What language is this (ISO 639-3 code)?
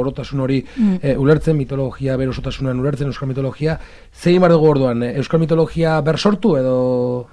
eus